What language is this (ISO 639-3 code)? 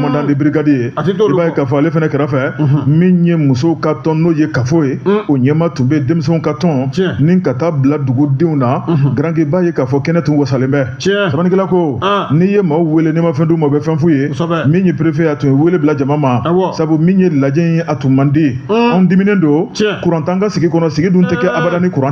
bam